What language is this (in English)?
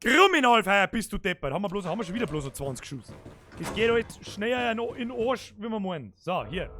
Bavarian